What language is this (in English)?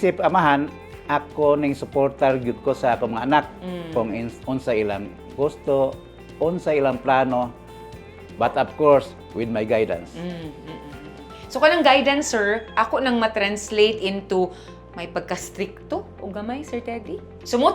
Cebuano